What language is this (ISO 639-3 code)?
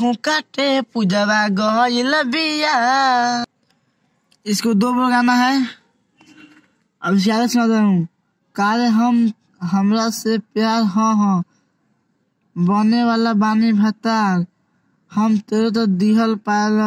bho